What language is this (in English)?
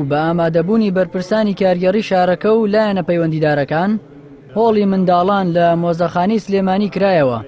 Central Kurdish